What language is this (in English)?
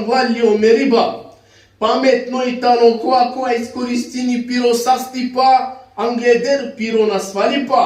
Balkan Romani